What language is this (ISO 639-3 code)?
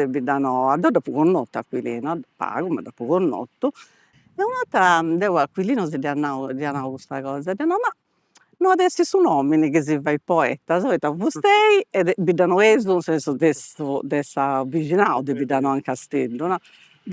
srd